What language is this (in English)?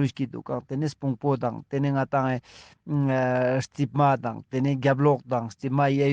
Ladakhi